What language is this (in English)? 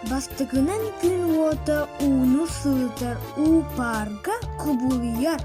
Yakut